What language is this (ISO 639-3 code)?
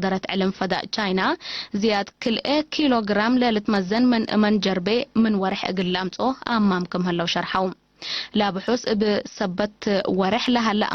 tig